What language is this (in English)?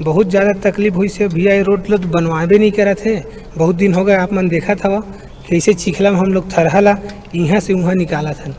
Chhattisgarhi